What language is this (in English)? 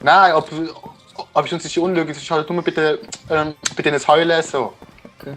Swiss German